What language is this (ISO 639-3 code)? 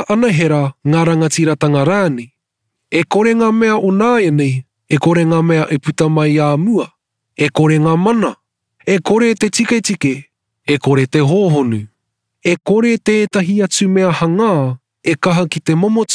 mri